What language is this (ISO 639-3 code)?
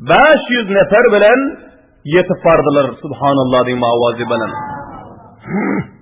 tuk